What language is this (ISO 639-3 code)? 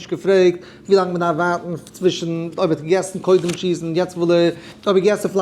yid